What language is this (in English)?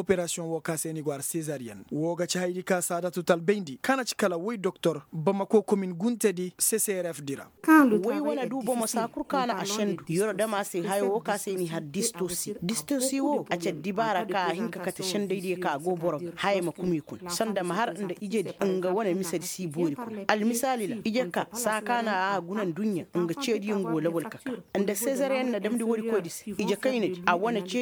Koyraboro Senni